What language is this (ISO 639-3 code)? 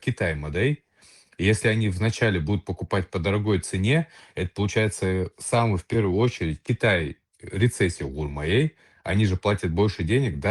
che